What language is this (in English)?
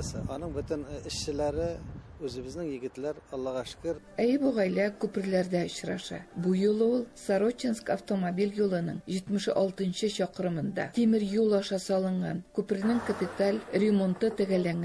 Tatar